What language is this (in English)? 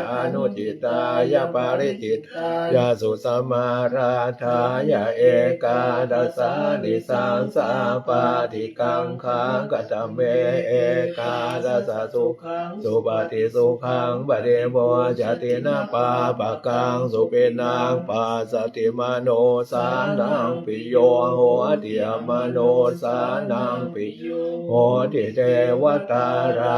Pali